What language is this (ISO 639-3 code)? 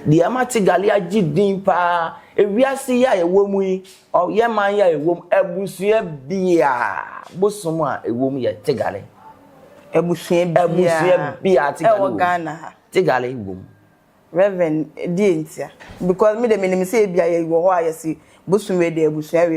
aka